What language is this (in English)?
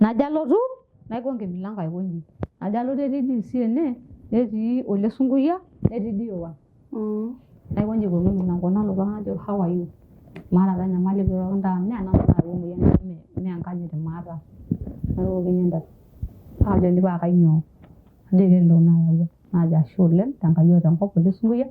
Masai